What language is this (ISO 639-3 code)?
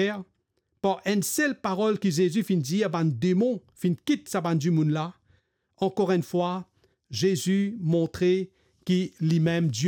mfe